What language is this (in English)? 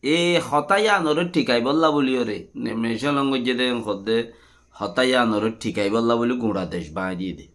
Rohingya